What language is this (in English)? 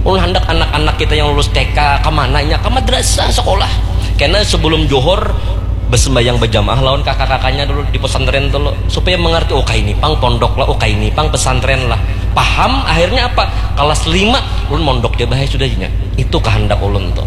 Banjar